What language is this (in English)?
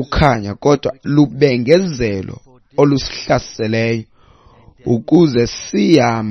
Xhosa